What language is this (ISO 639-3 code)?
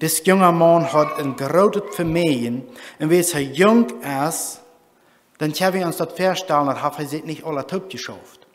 pdt